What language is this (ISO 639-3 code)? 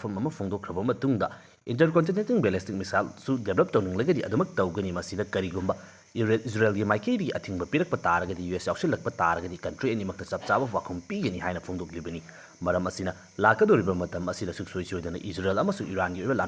mni